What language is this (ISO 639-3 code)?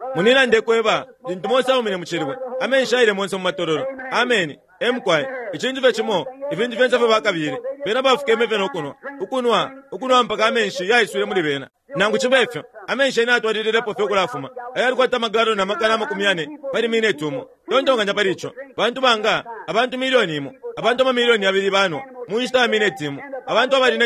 bem